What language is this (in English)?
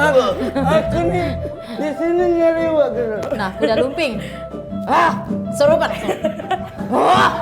Musi